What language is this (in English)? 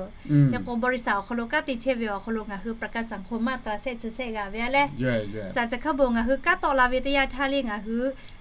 Lahu